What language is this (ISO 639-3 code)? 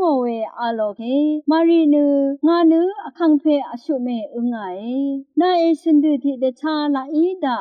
raw